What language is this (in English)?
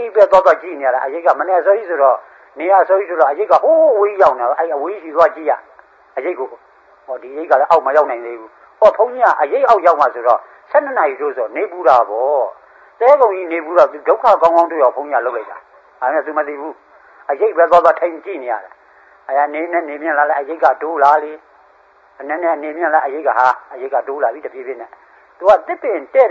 Burmese